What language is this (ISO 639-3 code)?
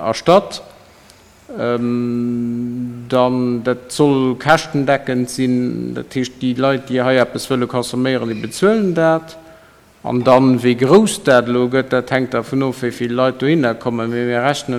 ltz